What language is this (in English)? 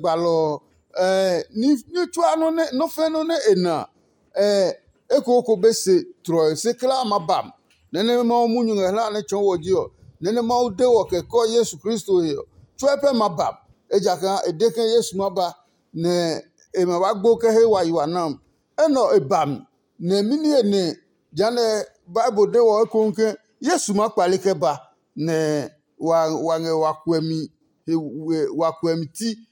Adangme